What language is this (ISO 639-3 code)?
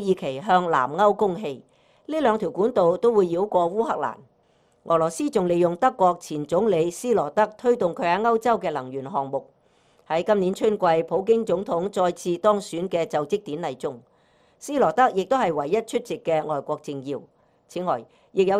yue